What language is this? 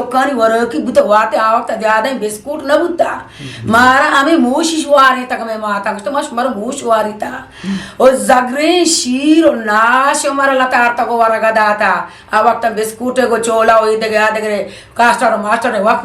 Eastern Balochi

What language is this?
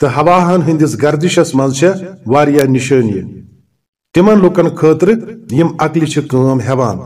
Kashmiri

